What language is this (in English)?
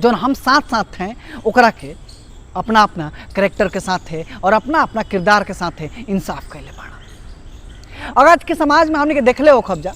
Bhojpuri